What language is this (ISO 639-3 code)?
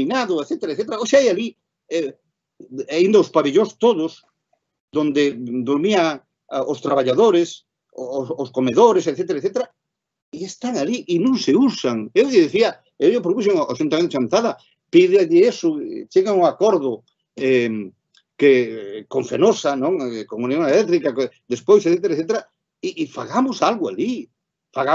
glg